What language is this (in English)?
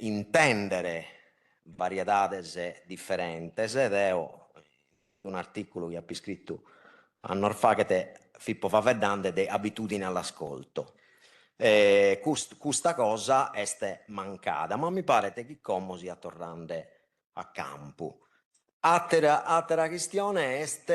Sardinian